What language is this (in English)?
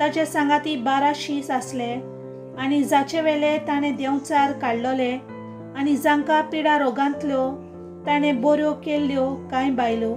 Konkani